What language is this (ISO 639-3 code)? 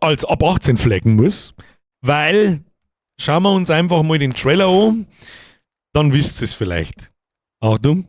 bar